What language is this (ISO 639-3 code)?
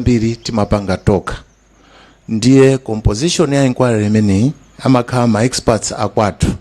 nya